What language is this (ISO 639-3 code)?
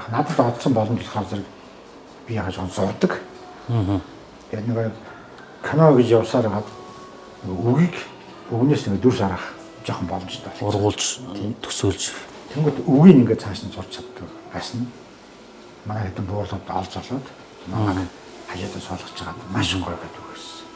mon